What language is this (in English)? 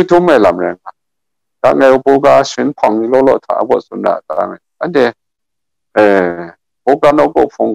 Kachin